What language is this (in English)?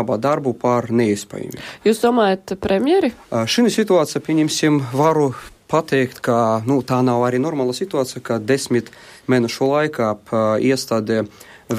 Latvian